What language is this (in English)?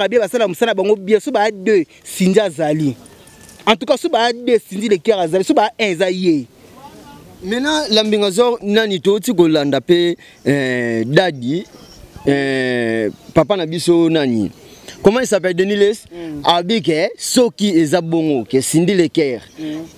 Lingala